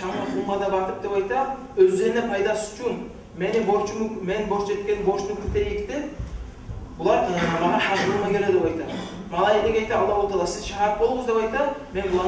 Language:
Kumyk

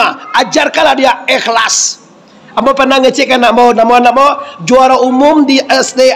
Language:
Minangkabau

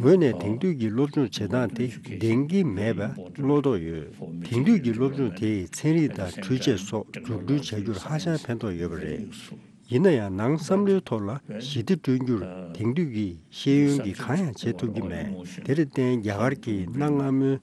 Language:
Tibetan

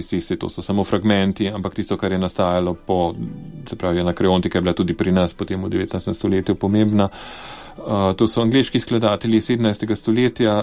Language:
Slovenian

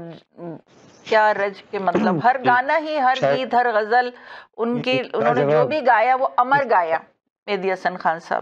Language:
Urdu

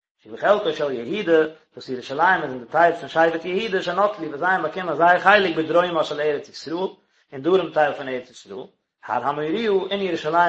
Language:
Yiddish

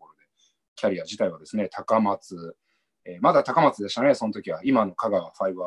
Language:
Japanese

